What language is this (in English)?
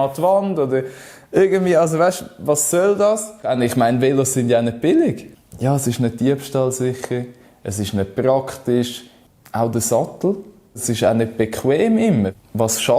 Swiss German